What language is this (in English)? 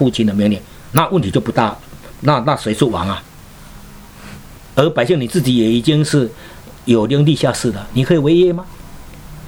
Chinese